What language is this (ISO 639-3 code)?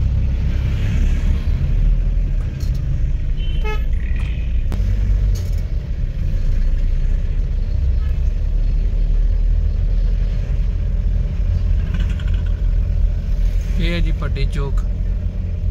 hin